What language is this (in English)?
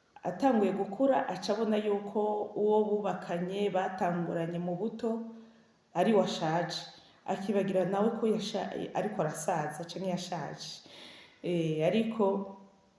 Rundi